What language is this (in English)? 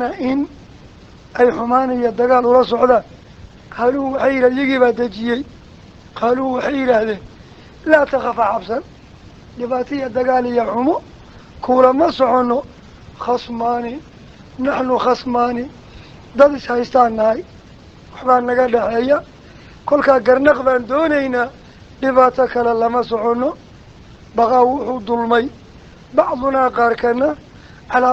Somali